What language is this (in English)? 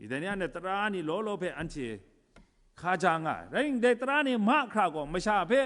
Kachin